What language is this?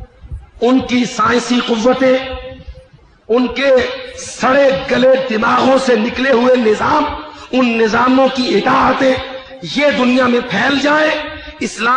Urdu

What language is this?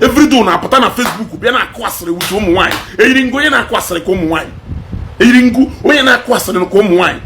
Igbo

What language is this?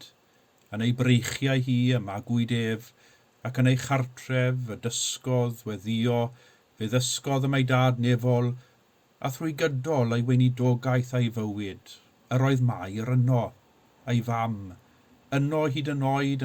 Welsh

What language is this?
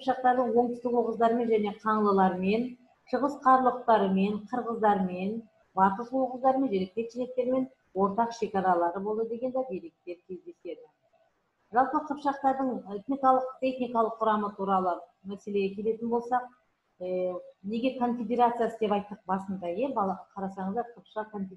Kazakh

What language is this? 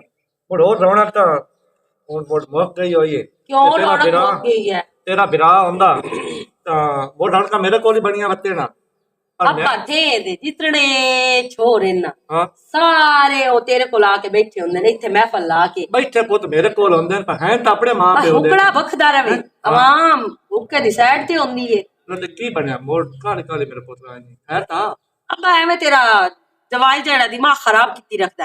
Western Panjabi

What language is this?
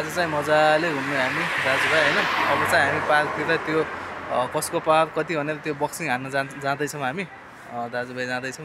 Nepali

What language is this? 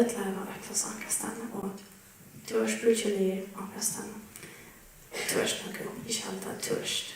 Faroese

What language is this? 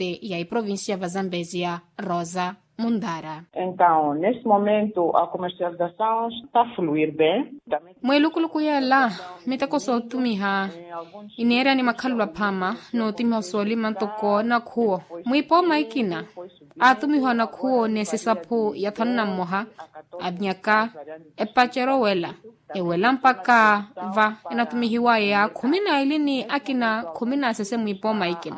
Makhuwa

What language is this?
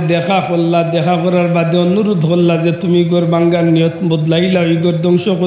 Sylheti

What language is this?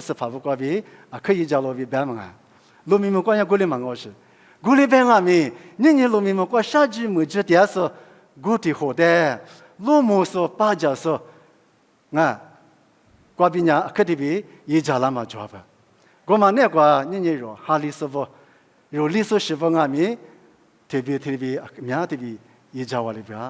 Lisu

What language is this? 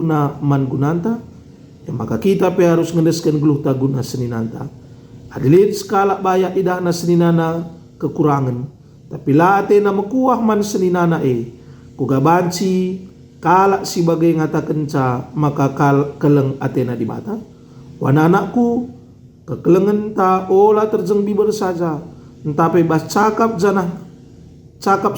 Batak Karo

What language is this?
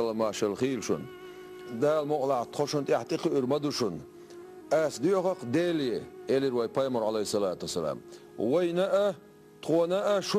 Chechen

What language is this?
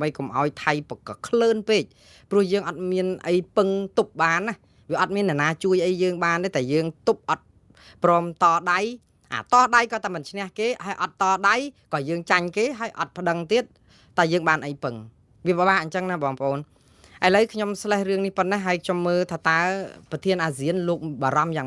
Khmer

